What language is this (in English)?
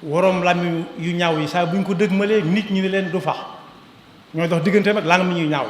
Wolof